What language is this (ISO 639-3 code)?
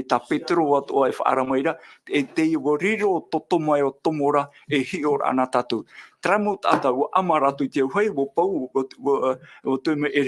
tah